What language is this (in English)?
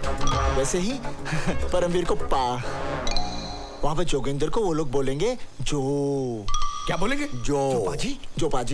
Hindi